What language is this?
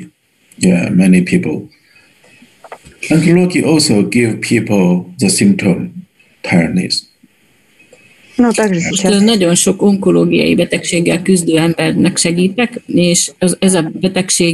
Hungarian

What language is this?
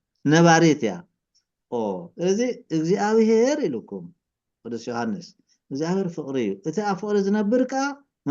Tigrinya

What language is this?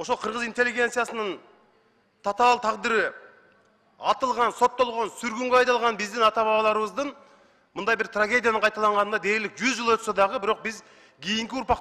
Kyrgyz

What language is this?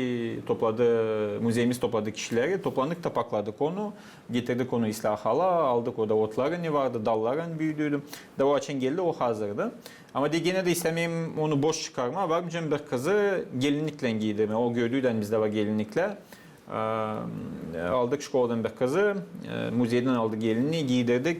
Gagauz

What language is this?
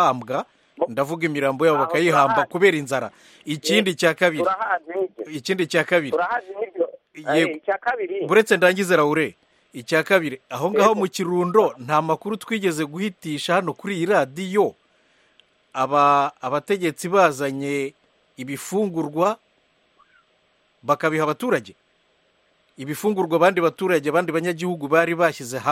Kinyarwanda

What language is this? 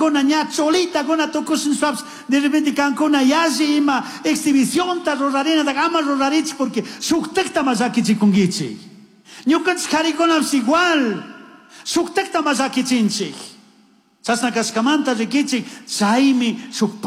Chimborazo Highland Quichua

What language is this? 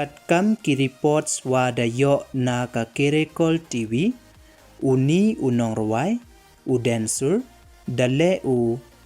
Pnar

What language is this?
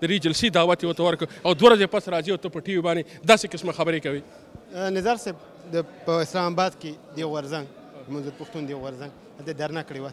Pashto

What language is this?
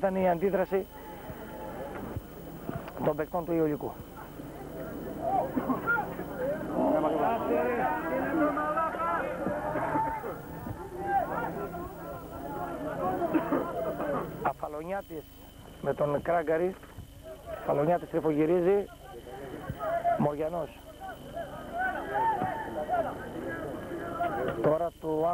Greek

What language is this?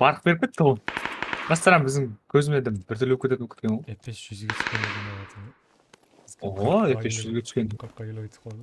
Kara-Kalpak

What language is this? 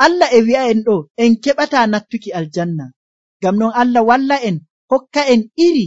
Nigerian Fulfulde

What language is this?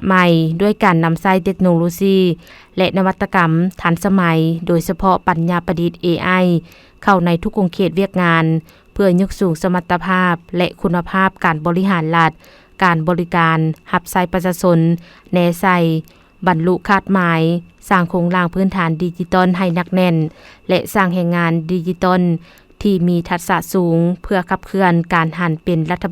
Lao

